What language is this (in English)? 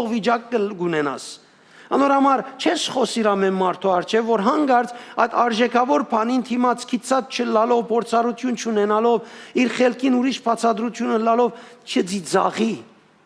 Western Armenian